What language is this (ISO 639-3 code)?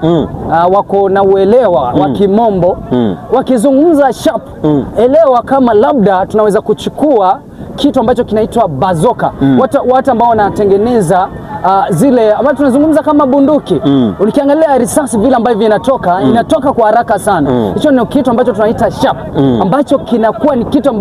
swa